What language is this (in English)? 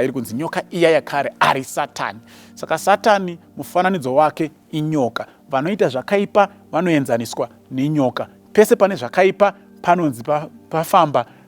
Shona